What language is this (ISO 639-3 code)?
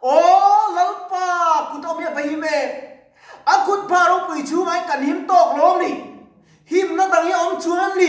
lus